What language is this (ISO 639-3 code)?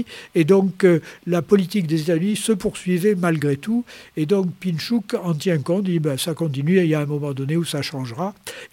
fra